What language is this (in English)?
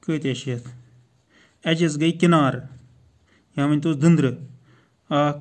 Kashmiri